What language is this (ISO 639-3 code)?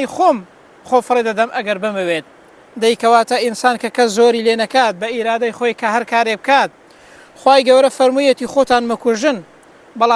ckb